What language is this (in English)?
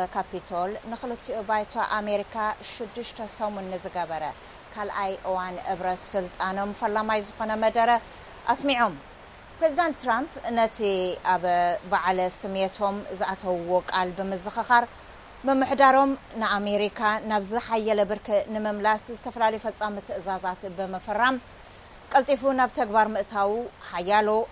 Tigrinya